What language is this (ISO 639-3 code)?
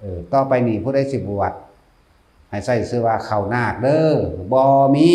lao